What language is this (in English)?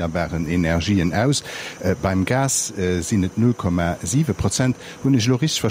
Luxembourgish